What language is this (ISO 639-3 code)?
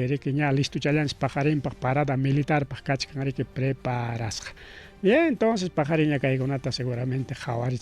quy